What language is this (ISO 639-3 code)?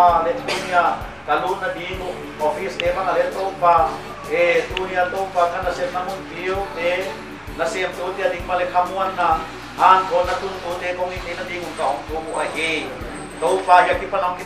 pck